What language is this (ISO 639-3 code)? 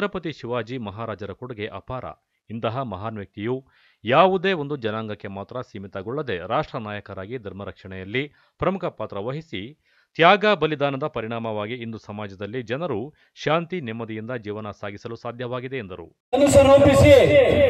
kan